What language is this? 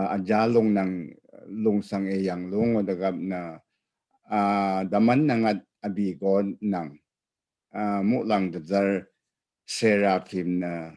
Rawang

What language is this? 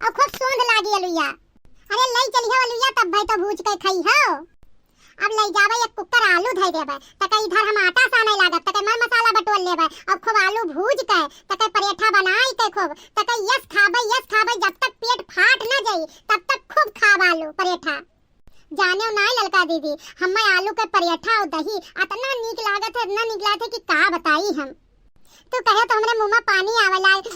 Awadhi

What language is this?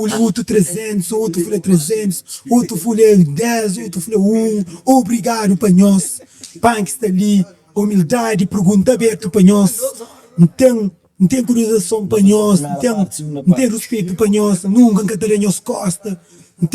Kabuverdianu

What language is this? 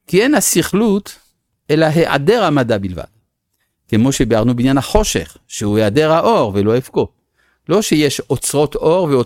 Hebrew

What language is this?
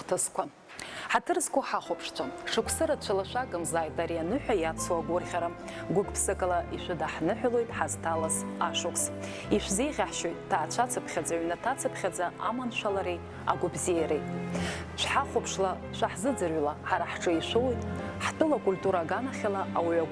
Abkhazian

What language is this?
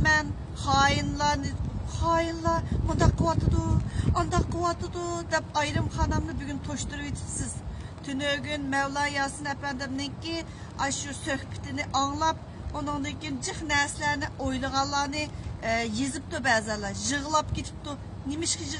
Uyghur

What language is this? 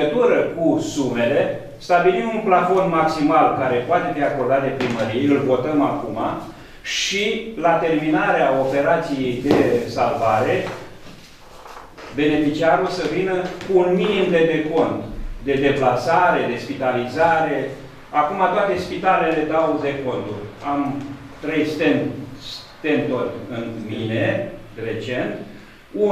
Romanian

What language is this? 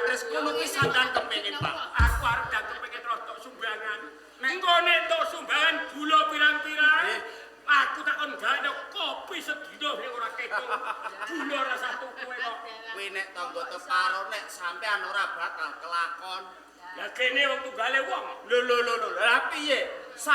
Javanese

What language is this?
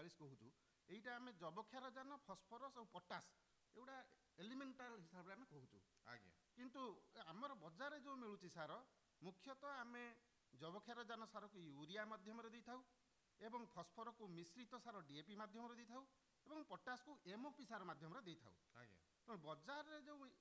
Odia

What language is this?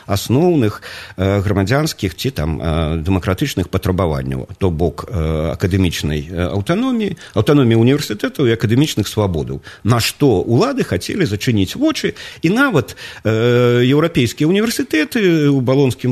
Belarusian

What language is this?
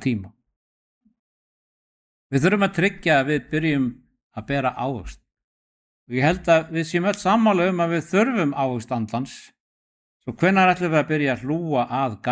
Icelandic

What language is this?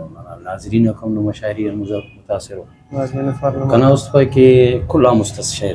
Brahui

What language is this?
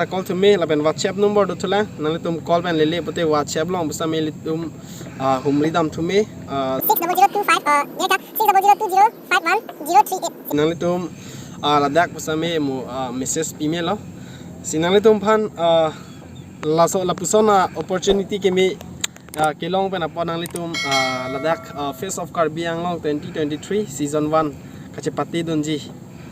Karbi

